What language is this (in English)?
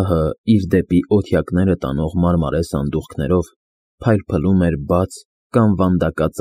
Armenian